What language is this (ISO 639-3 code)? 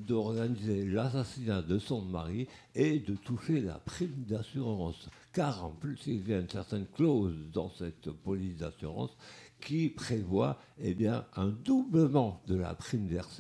fra